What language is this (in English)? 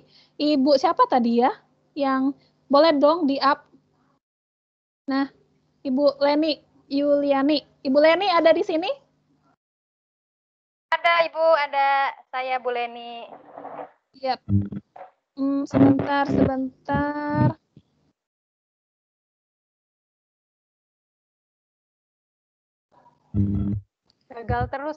Indonesian